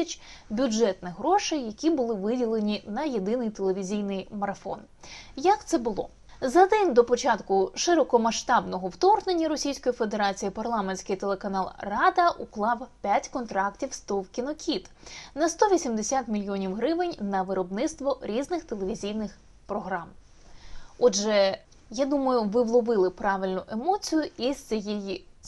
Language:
Ukrainian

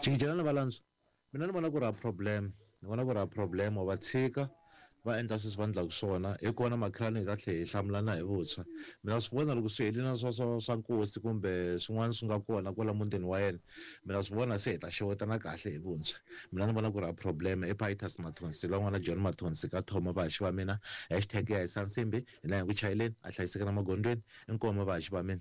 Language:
Tsonga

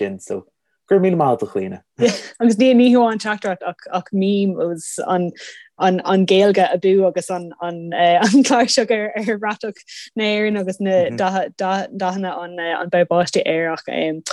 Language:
Irish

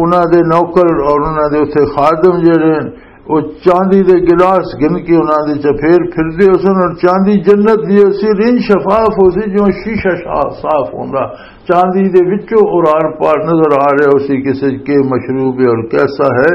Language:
Western Panjabi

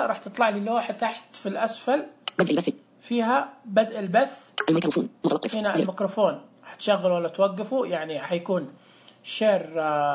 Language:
Najdi Arabic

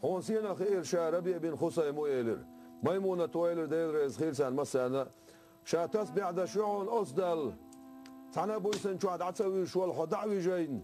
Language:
Chechen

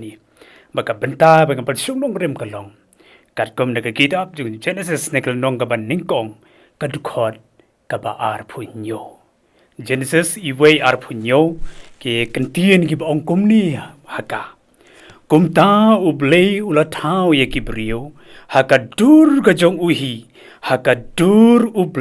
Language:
Khasi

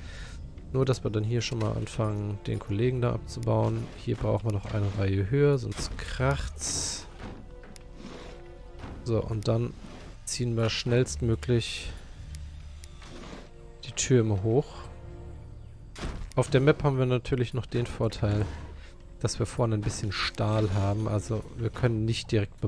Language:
German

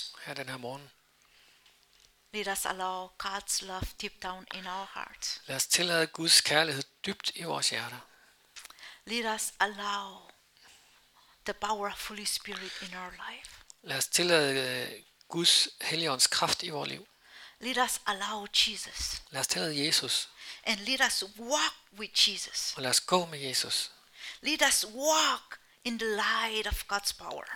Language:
Danish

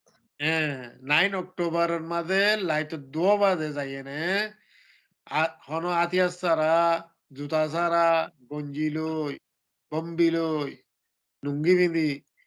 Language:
Rohingya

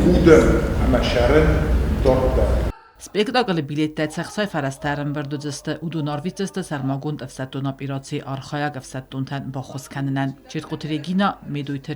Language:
Ossetic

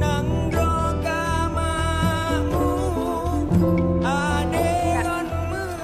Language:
Achinese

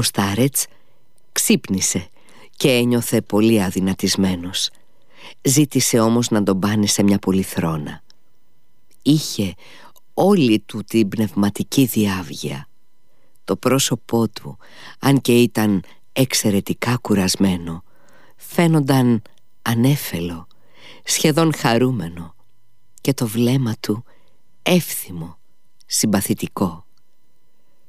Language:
Greek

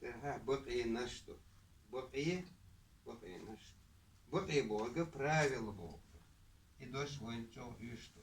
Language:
Chechen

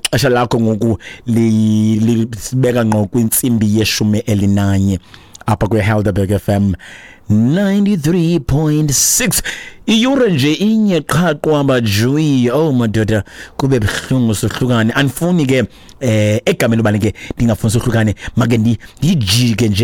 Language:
Xhosa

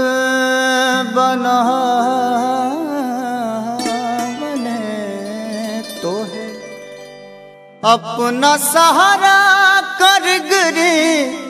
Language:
Bhojpuri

